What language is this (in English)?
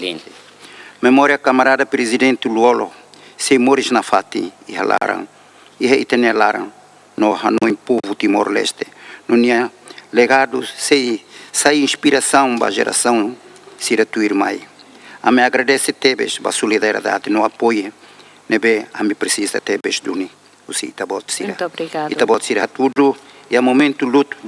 Tetum